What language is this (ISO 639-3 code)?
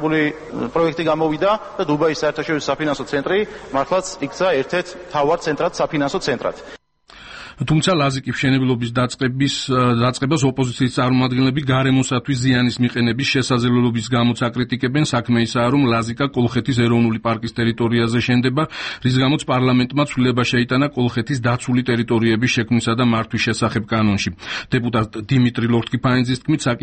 kat